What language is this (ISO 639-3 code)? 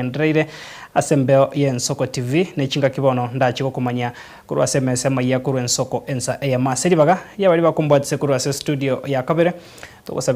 guz